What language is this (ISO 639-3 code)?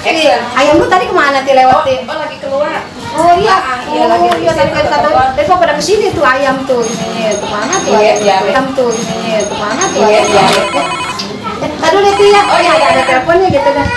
bew